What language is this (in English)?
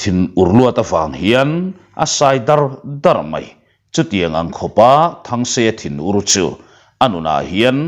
Mizo